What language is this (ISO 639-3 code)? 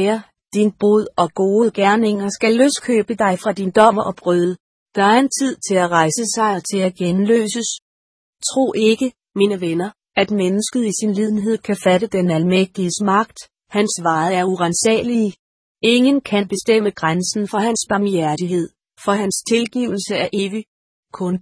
dan